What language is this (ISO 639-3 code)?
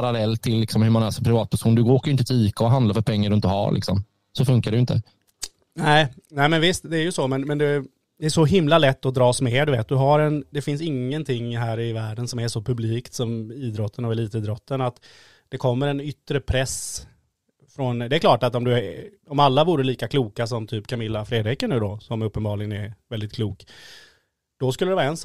swe